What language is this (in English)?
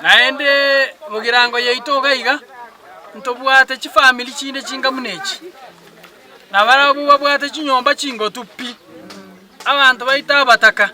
Gusii